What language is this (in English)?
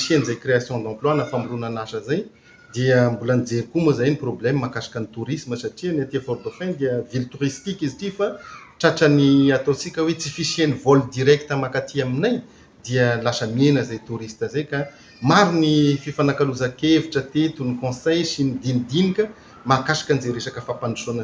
Malagasy